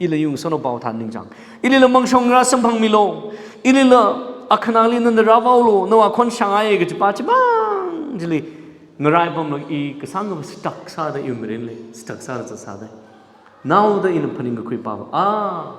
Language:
Tangkhul Naga (India)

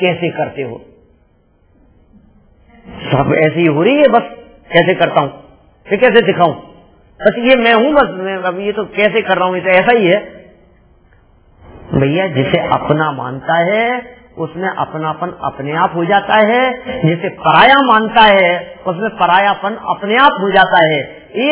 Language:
Hindi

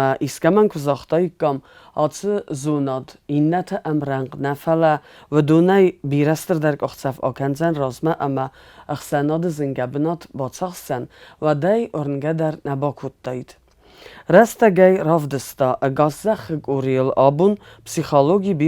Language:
Ossetic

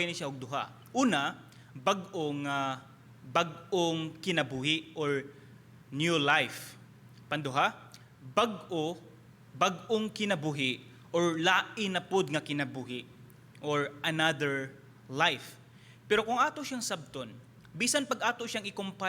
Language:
Cebuano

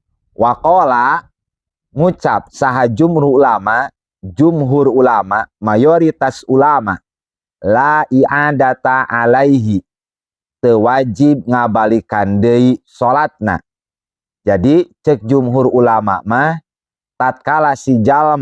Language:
Sundanese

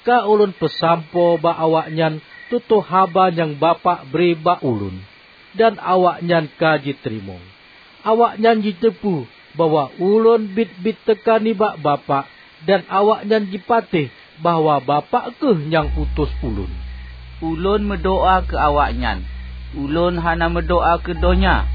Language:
Achinese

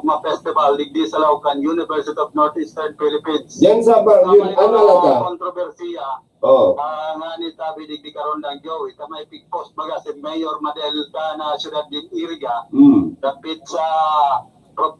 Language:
Bikol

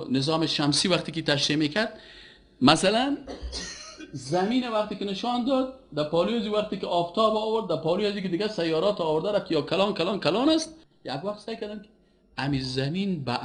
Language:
Persian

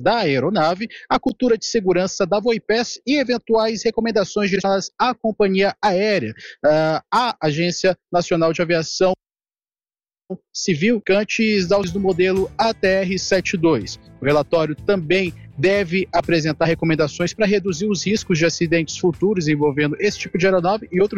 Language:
Portuguese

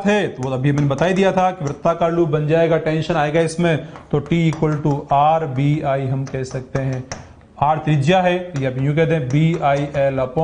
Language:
Hindi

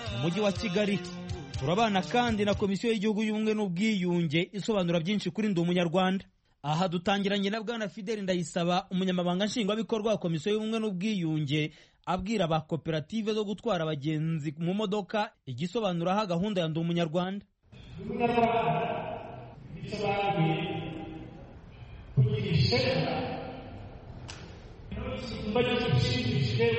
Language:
Kinyarwanda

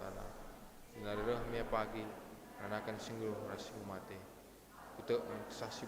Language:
Batak Karo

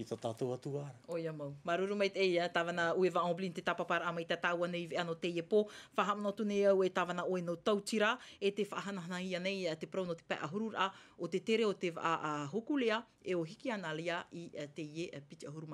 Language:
Tahitian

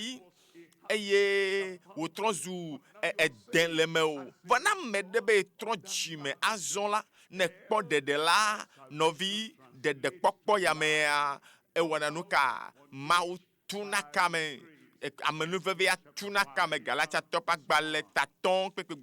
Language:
Ewe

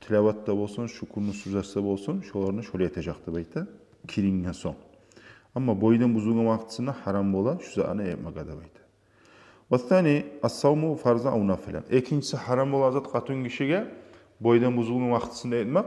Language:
Kumyk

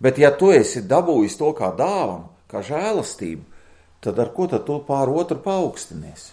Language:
Latvian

